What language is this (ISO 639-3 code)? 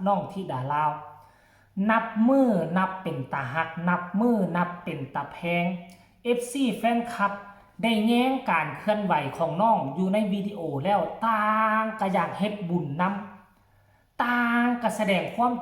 tts